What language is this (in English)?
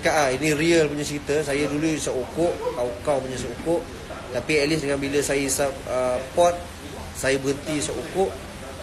Malay